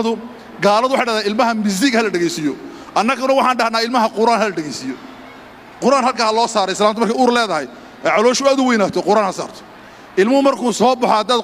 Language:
Somali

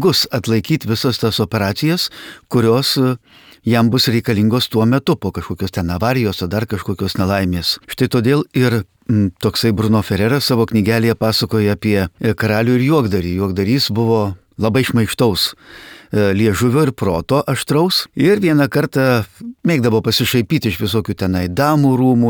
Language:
Lithuanian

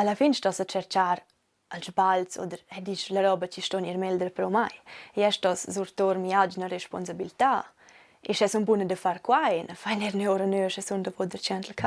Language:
Romansh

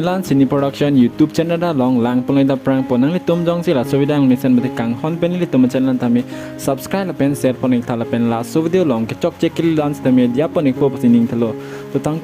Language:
Karbi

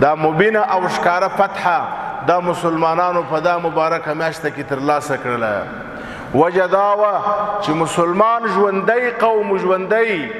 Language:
Pashto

